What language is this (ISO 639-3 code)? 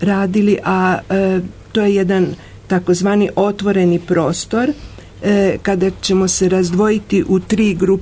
srp